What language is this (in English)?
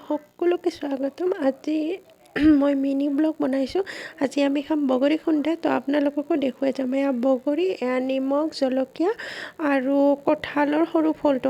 Assamese